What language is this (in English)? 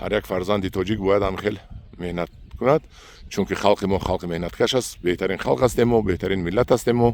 Tajik